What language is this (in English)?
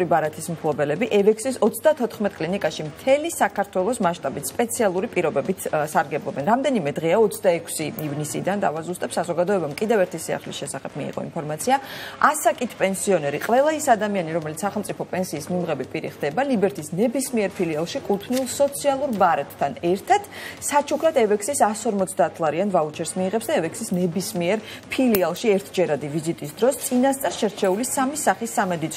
Georgian